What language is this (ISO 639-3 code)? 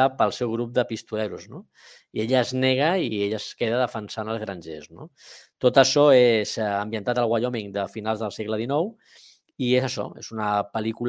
cat